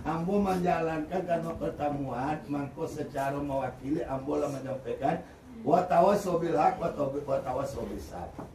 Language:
Minangkabau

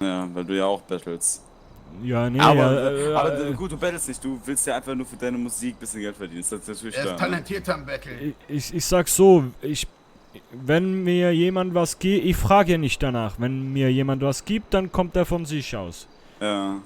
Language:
Swiss German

